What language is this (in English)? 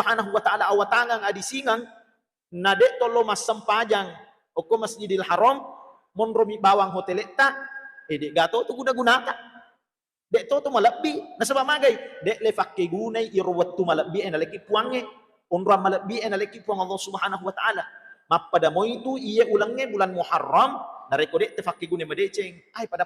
Buginese